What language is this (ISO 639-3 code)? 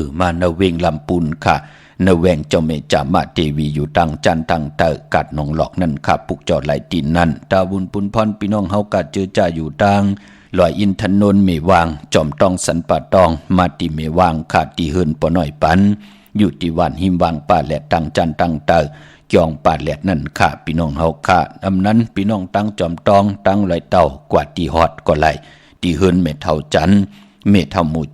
shn